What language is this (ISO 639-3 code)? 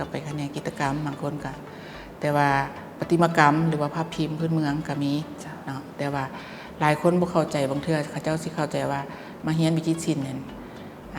lao